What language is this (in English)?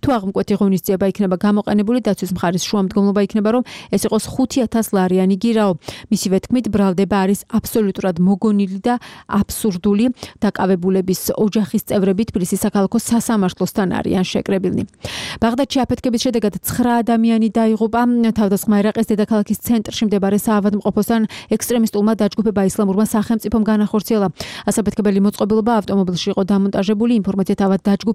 Georgian